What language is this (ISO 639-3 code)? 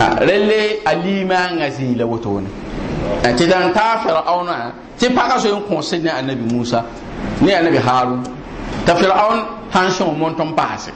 mos